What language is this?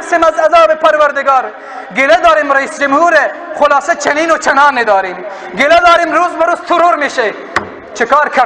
Persian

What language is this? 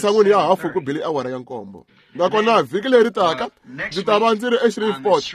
Tsonga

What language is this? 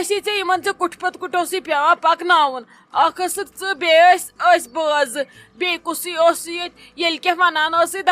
Kashmiri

